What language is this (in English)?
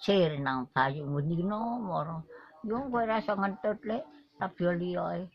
Javanese